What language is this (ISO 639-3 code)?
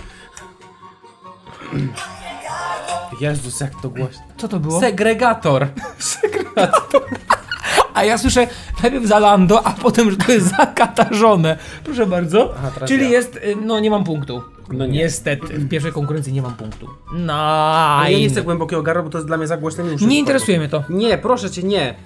pol